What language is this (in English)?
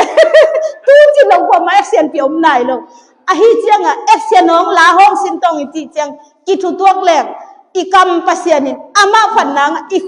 Tedim Chin